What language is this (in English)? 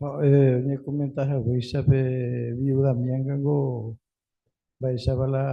Guarani